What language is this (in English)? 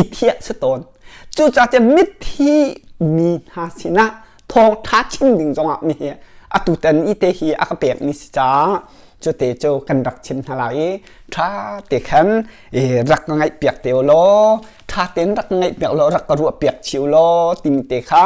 Hakha Chin